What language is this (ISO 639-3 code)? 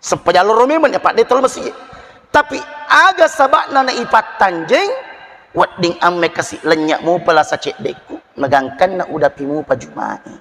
bug